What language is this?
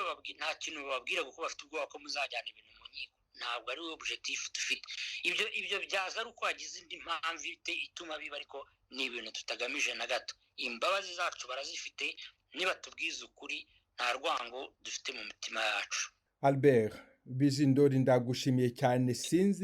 Kinyarwanda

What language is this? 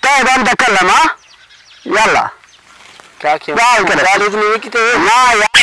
Saraiki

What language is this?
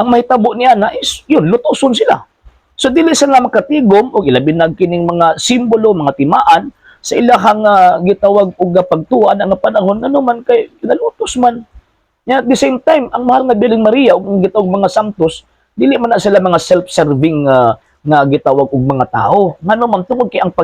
Cebuano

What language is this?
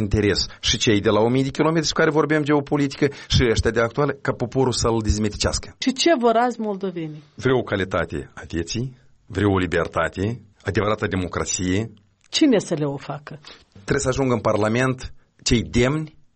Romanian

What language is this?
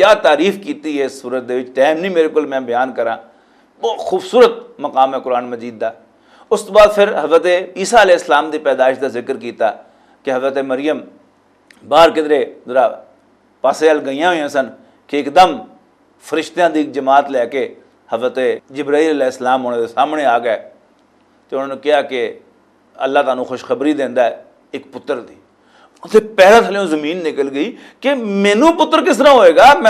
Western Panjabi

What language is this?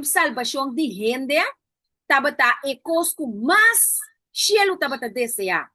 Papiamento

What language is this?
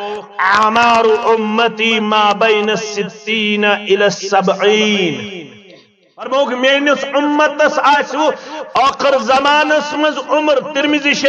Kashmiri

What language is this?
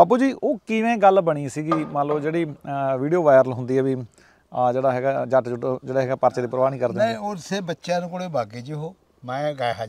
Punjabi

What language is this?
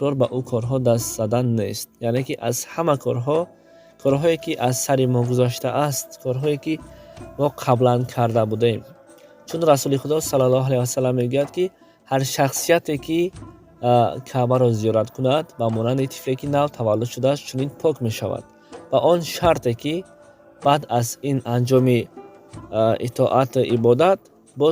Tajik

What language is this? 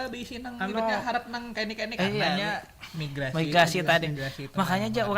Banjar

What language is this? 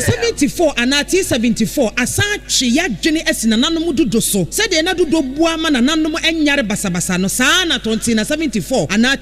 Akan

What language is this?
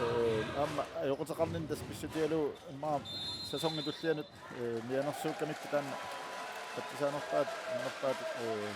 Kalaallisut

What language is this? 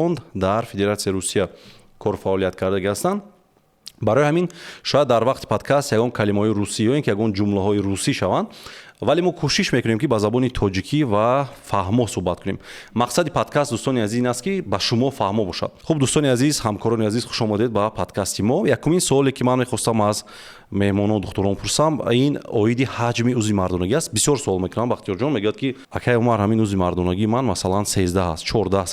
Tajik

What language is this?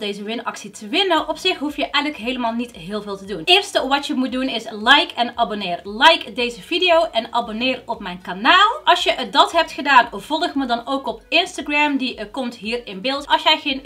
Dutch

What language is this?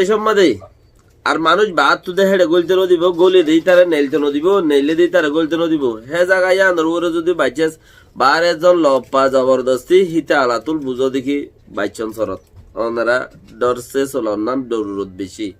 Rohingya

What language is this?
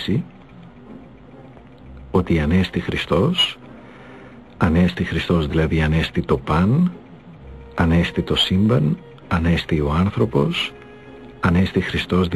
Greek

